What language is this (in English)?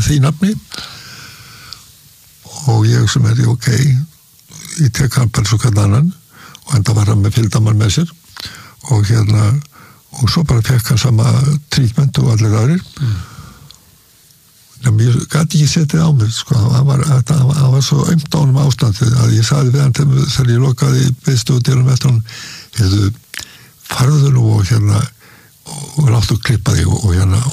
Icelandic